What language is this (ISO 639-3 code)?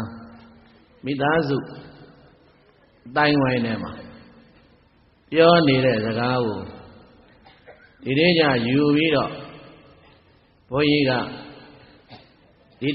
mya